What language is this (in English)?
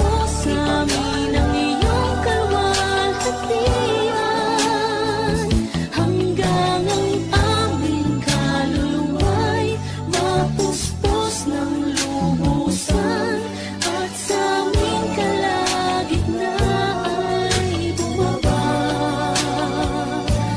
Filipino